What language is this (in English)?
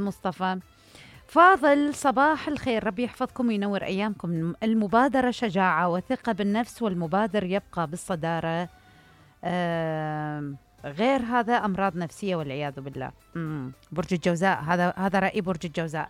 Mesopotamian Arabic